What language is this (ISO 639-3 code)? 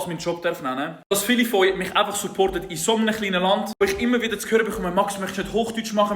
gsw